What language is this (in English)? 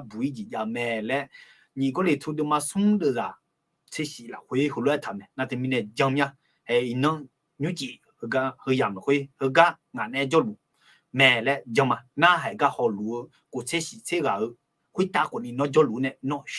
Akha